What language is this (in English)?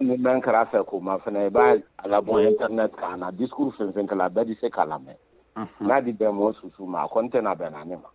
Bambara